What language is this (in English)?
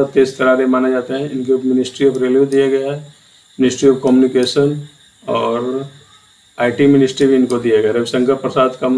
Hindi